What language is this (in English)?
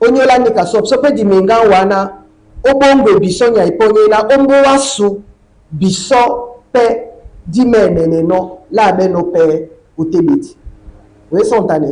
Duala